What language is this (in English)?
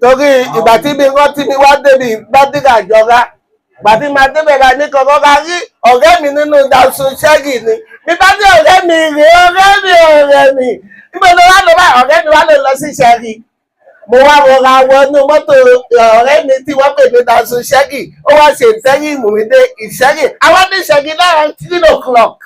Yoruba